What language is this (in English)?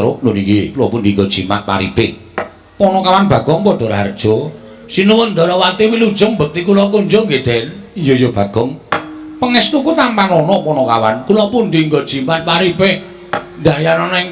Javanese